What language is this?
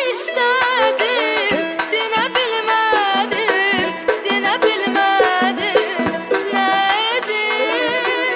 South Azerbaijani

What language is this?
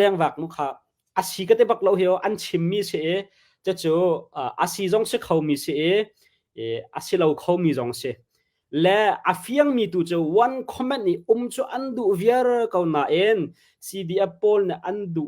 Hakha Chin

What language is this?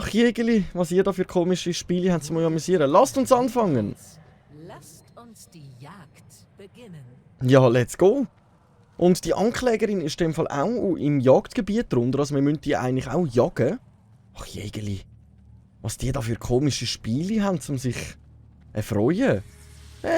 Swiss German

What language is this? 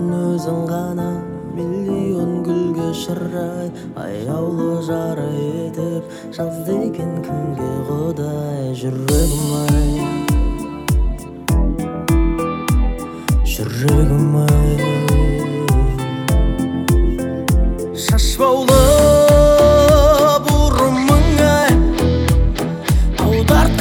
Kazakh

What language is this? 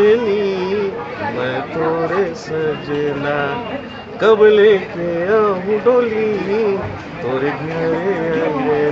Chhattisgarhi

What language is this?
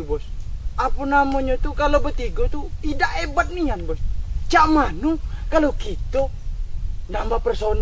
Musi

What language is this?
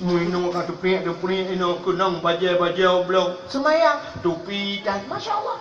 Achinese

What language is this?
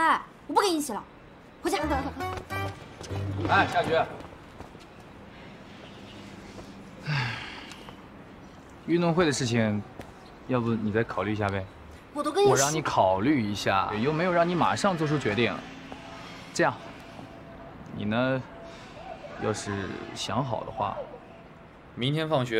Chinese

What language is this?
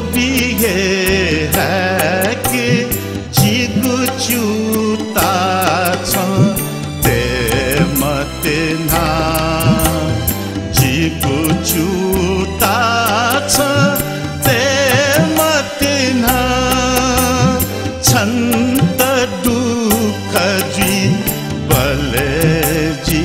Newari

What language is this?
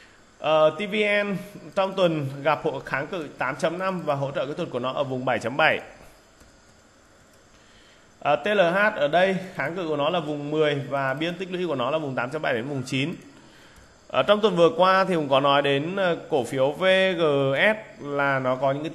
Vietnamese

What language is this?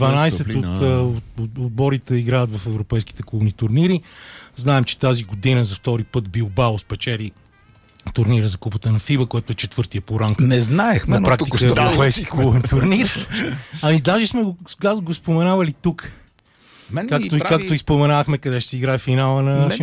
Bulgarian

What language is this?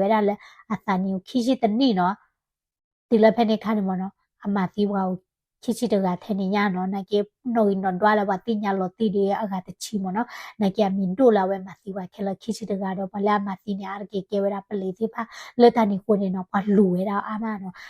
S'gaw Karen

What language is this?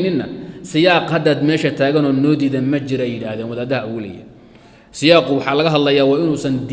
Somali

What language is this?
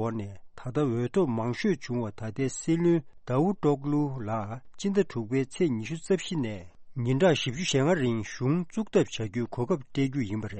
Tibetan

